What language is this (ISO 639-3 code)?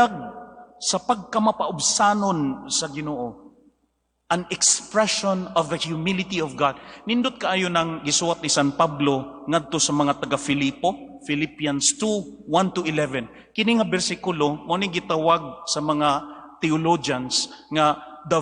ceb